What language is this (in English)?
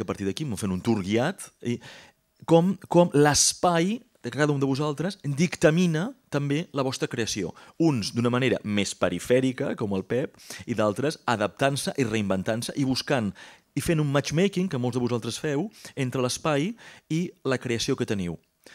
Catalan